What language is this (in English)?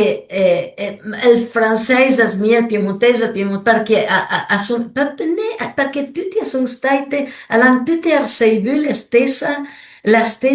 Piedmontese